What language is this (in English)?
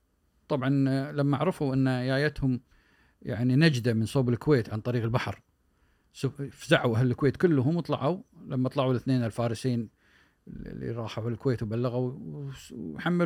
Gulf Arabic